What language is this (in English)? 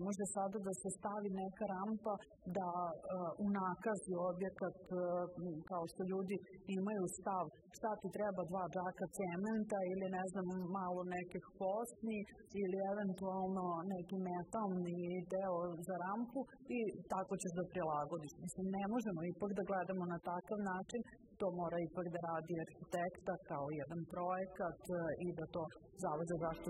Serbian